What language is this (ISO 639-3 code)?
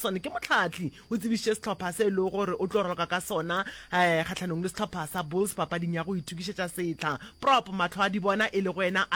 nso